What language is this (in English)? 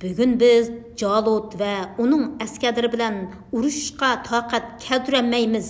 Uyghur